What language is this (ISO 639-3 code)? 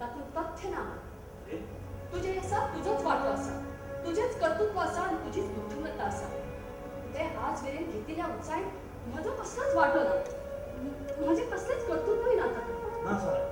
kok